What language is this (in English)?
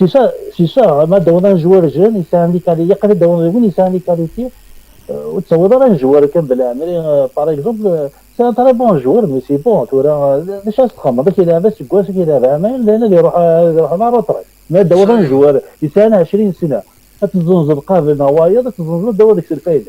Kabyle